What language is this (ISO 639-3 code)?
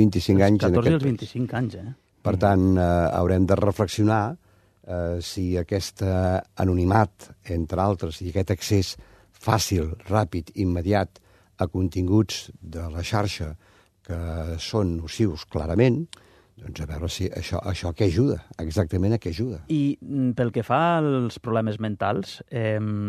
cat